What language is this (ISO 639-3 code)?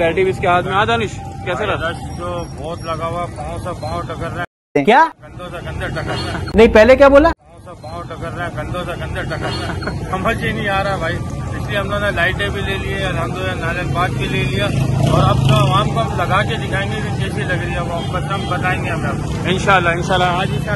hin